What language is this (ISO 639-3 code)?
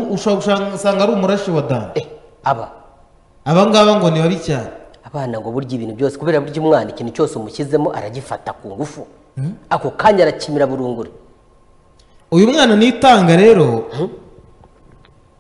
kin